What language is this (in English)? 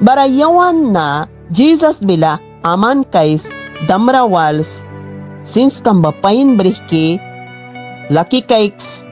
Mískito